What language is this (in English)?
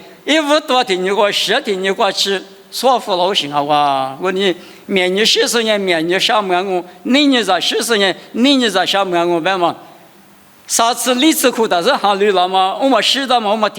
Lisu